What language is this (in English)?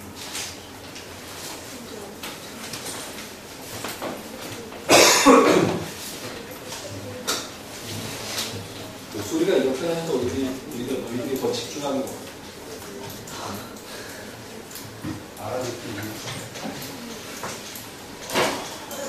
Korean